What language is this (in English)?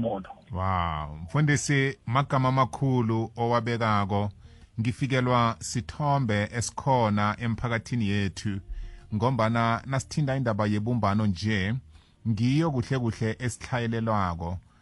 South Ndebele